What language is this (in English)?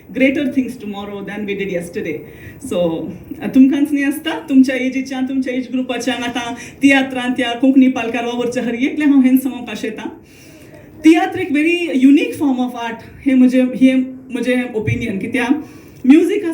Konkani